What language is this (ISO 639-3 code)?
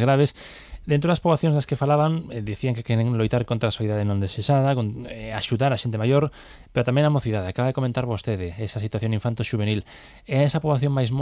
glg